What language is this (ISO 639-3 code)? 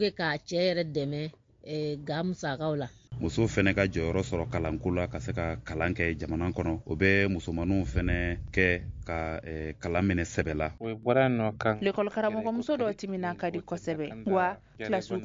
bam